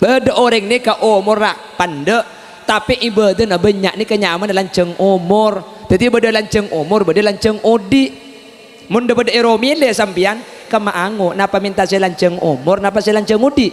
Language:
Madurese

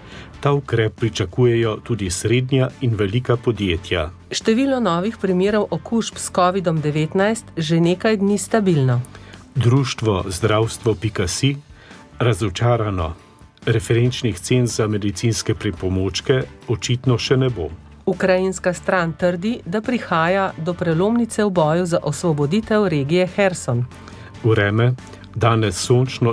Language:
Slovenian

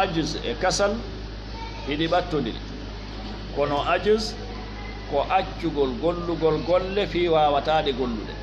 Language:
Fula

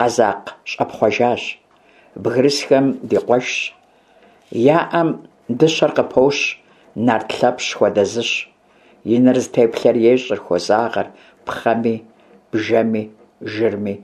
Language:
Kabardian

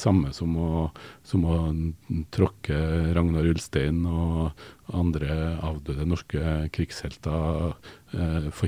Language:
Norwegian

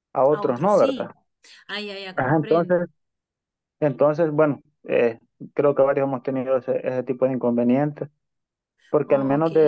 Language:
Spanish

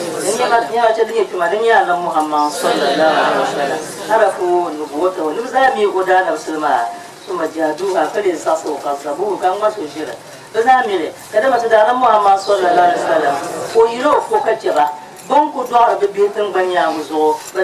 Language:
Dagbani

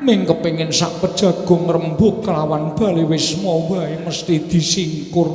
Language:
Javanese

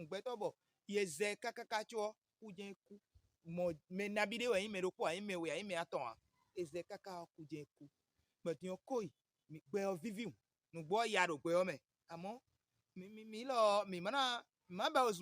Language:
Fon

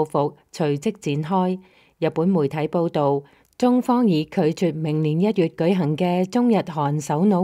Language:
Cantonese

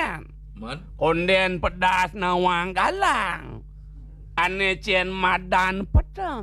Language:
Balinese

